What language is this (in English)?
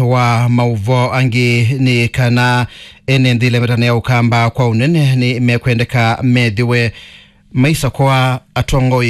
Kamba